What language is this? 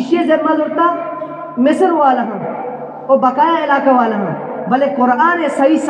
Eastern Balochi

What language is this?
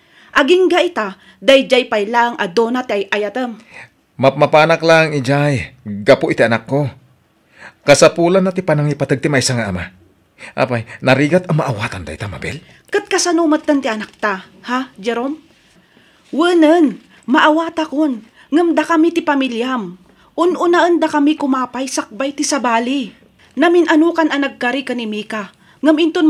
Iloko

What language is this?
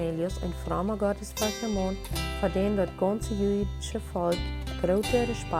Plautdietsch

